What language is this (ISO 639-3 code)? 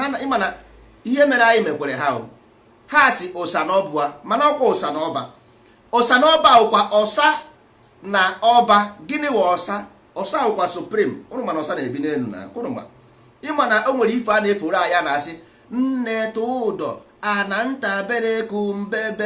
ibo